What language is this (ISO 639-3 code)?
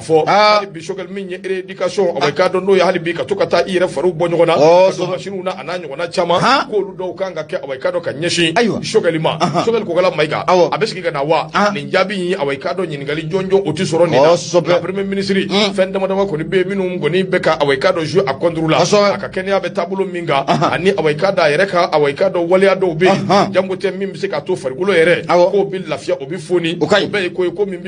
bam